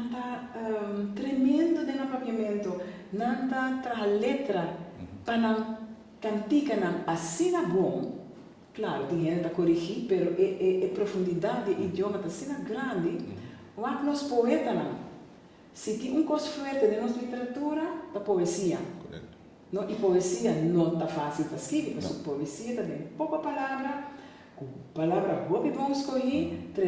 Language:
Papiamento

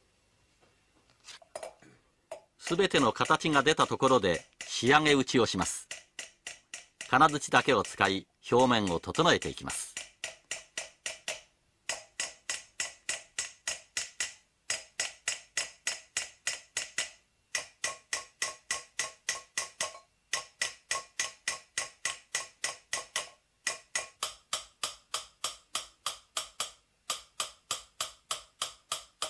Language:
Japanese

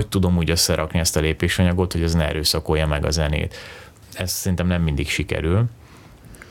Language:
Hungarian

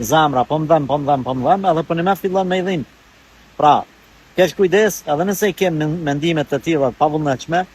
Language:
Albanian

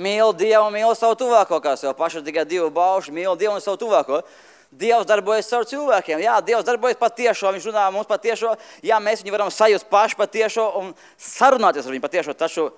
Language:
Latvian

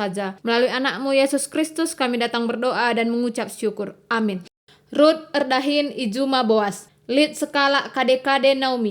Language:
Batak Karo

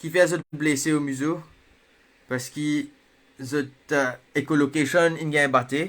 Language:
Morisyen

